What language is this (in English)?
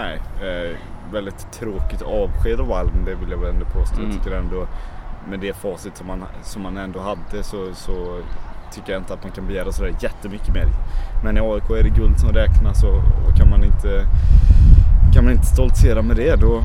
Swedish